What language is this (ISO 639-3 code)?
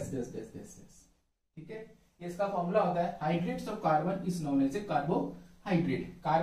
hin